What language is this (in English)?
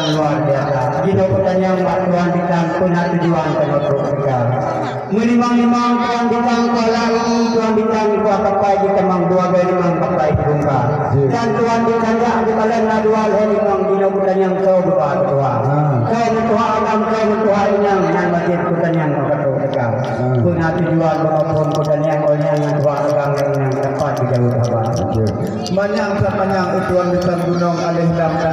Achinese